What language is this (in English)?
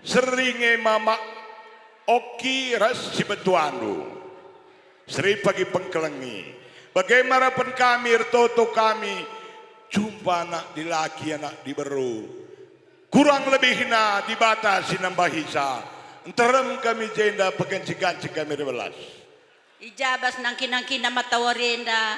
Batak Karo